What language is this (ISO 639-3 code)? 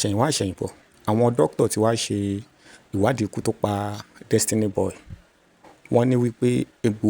yor